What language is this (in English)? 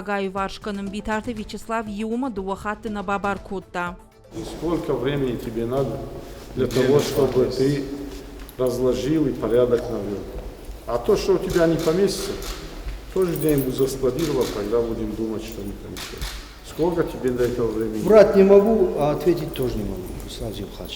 Ossetic